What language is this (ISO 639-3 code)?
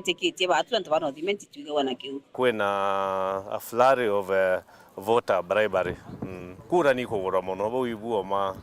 mer